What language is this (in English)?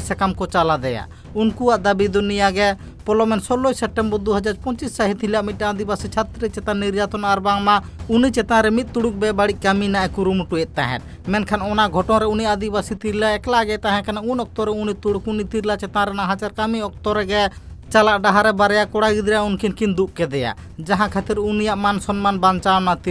Santali